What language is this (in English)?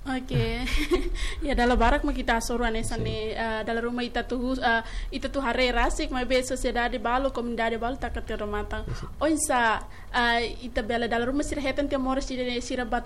Tetum